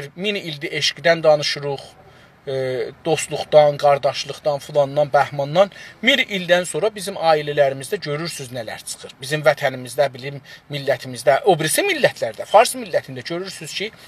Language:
South Azerbaijani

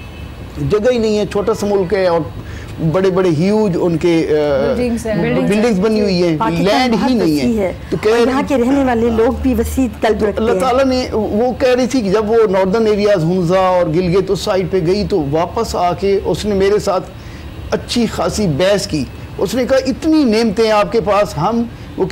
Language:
Urdu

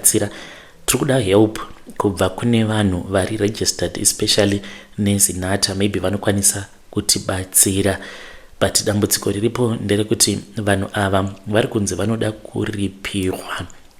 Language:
Shona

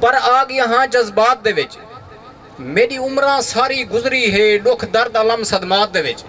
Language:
Saraiki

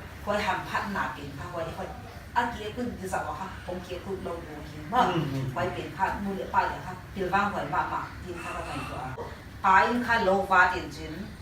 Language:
Paite Chin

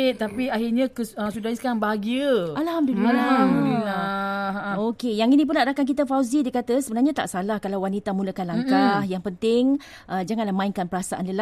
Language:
Malay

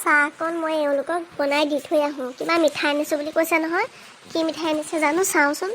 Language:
Assamese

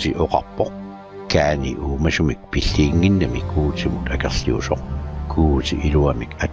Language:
Kalaallisut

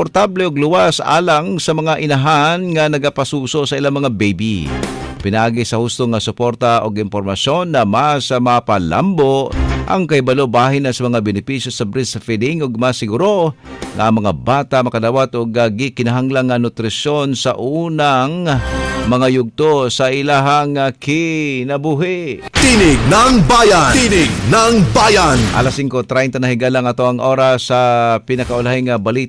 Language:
Cebuano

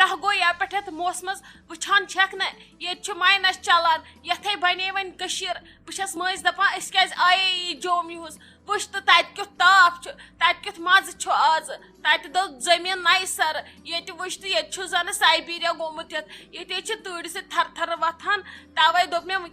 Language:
Kashmiri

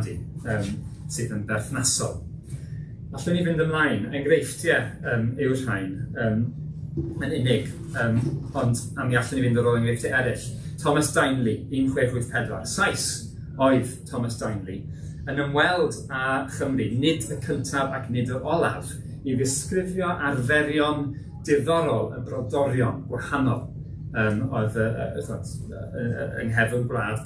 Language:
Welsh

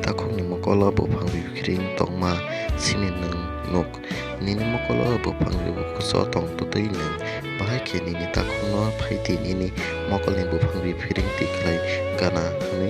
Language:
Kok Borok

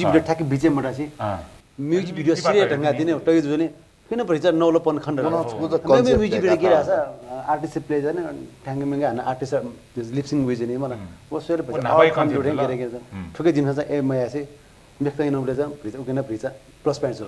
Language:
Newari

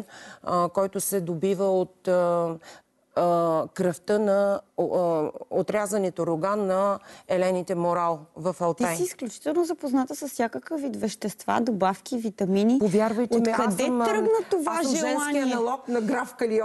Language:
Bulgarian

